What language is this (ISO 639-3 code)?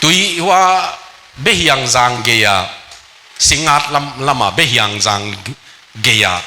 ctd